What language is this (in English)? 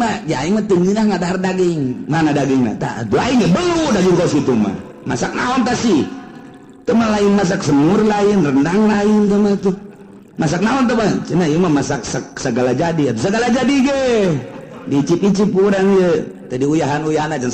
Sundanese